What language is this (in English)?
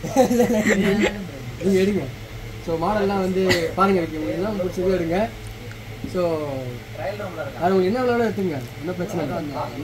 Tamil